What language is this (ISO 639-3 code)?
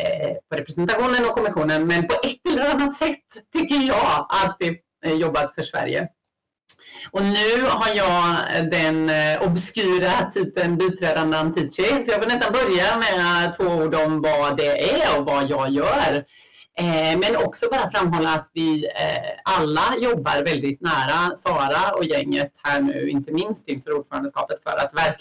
swe